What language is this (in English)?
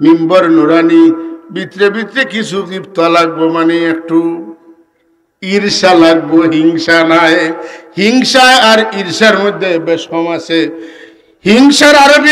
Sylheti